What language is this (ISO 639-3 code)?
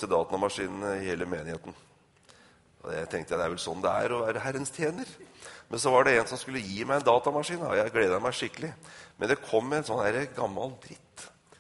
nor